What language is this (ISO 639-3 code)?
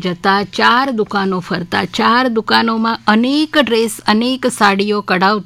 guj